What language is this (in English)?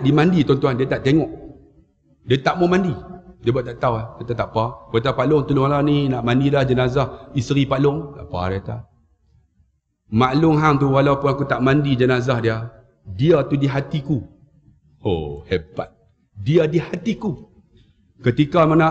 Malay